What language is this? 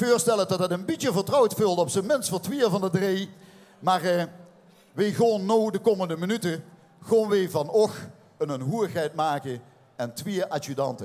Limburgish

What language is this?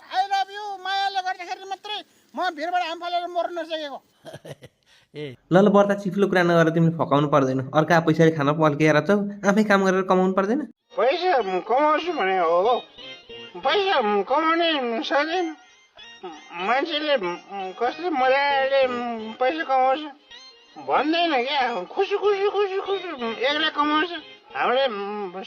Nepali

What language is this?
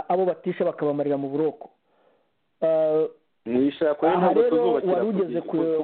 Kinyarwanda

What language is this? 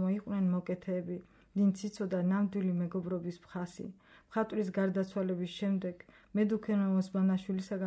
Georgian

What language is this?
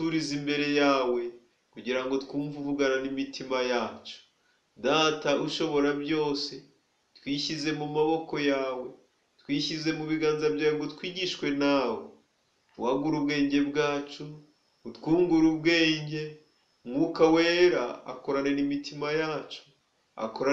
Kinyarwanda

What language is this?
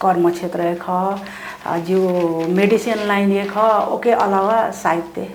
Newari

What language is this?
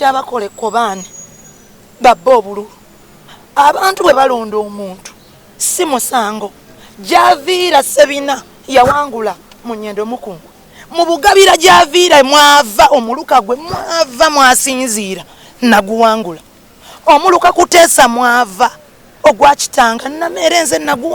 Ganda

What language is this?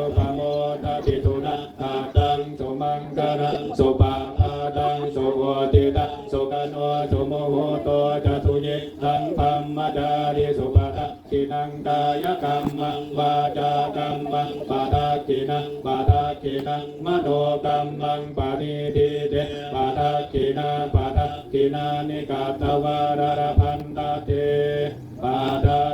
Pali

